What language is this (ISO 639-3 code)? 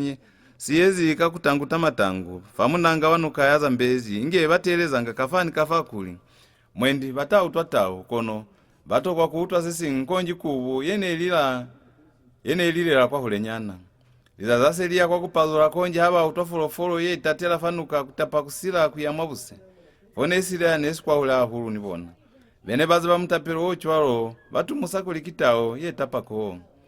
loz